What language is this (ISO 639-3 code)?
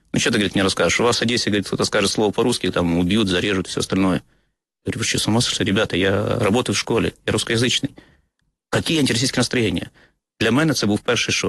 ukr